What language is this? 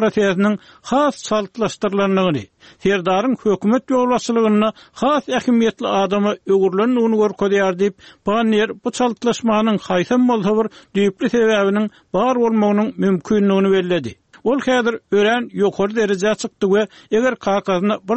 Turkmen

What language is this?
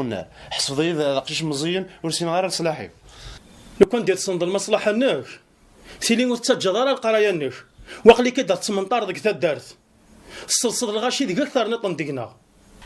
Kabyle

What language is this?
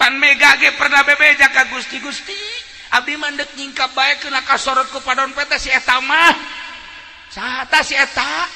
Sundanese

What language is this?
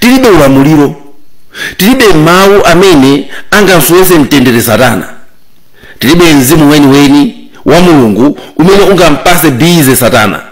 Nyanja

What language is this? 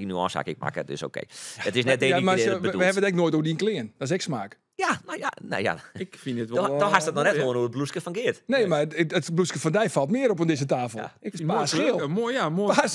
Western Frisian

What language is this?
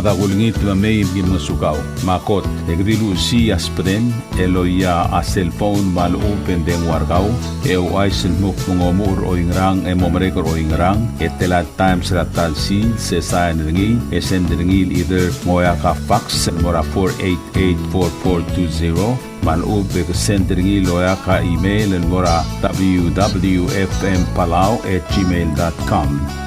Palauan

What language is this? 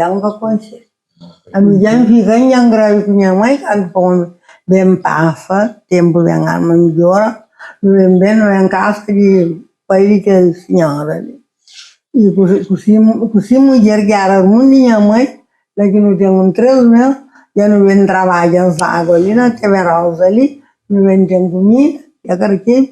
Kabuverdianu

